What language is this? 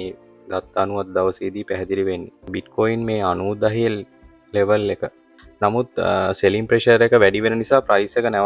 Sinhala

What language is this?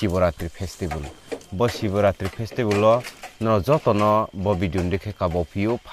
Riang (India)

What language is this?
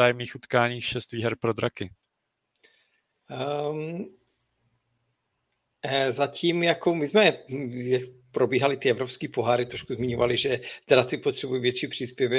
Czech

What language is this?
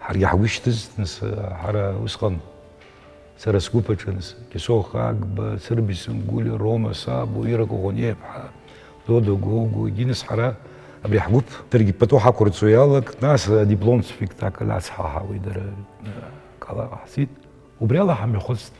Abkhazian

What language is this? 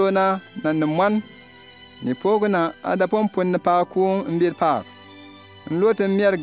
Bimoba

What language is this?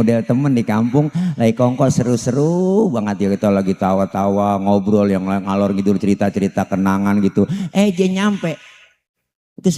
Betawi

